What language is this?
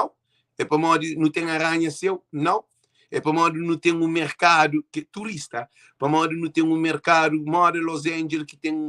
Kabuverdianu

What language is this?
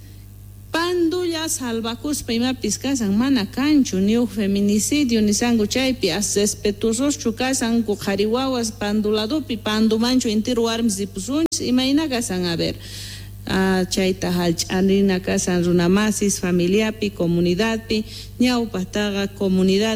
Quechua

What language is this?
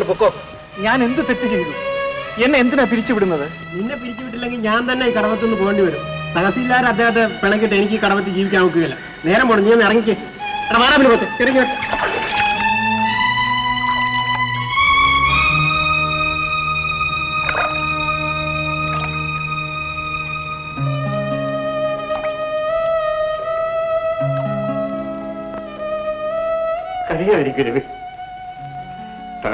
Malayalam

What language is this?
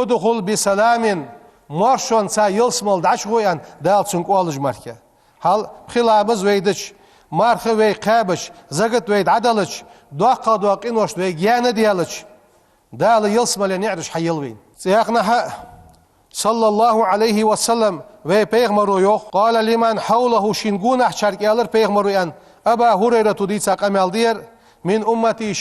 Ingush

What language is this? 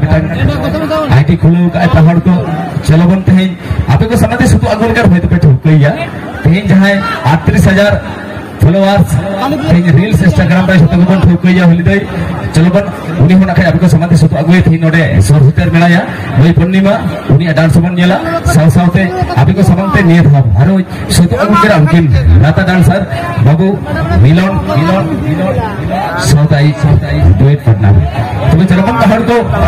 Santali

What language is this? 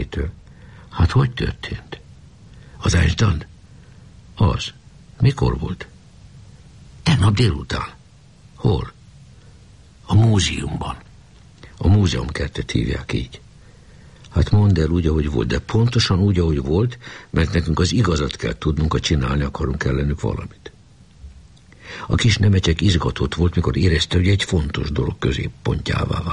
Hungarian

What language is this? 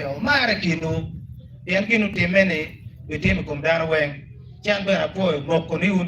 Acoli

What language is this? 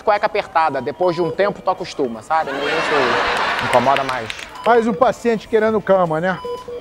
Portuguese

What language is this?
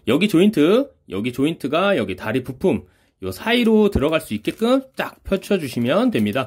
Korean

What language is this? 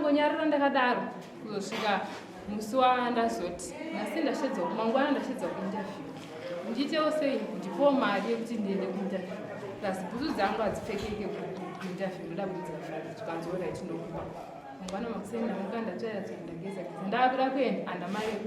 Shona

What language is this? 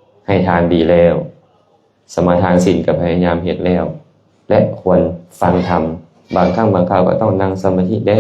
Lao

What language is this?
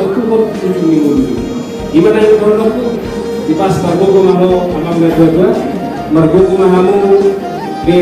Batak Toba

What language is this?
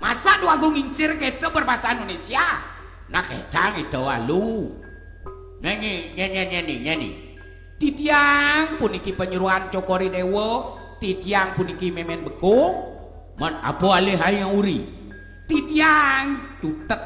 Balinese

